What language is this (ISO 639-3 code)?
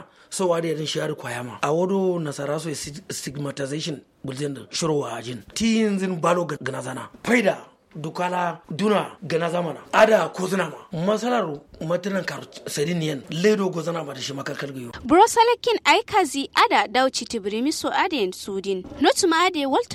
kau